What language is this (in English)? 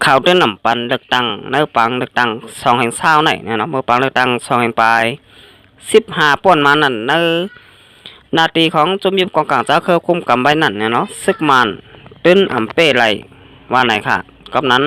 Shan